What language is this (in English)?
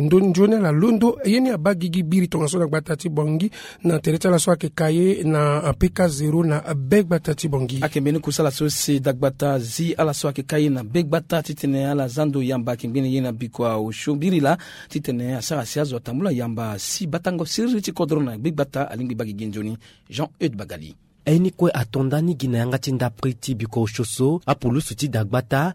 Sango